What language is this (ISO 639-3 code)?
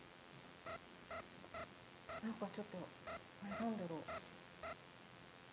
jpn